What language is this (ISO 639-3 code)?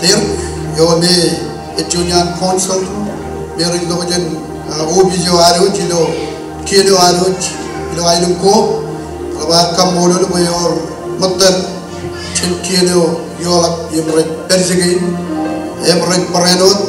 mah